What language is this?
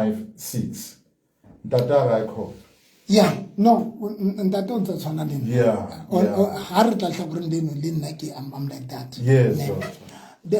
Southern Sotho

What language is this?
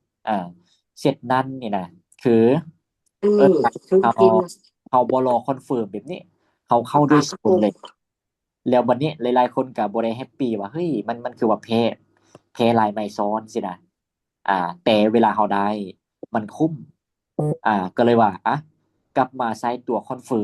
Lao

